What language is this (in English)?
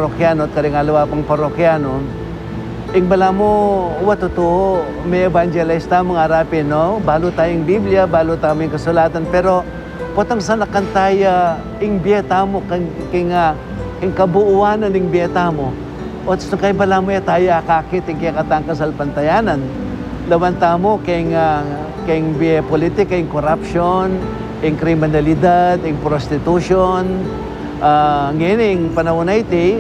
Pampanga